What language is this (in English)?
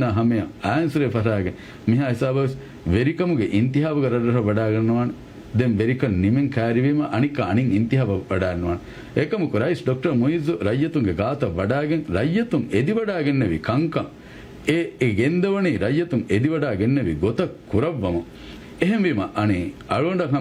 Divehi